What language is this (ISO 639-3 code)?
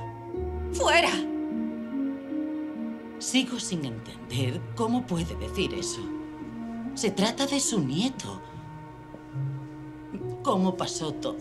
spa